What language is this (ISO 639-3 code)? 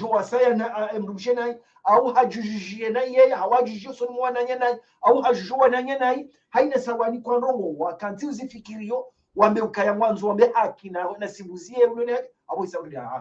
zdj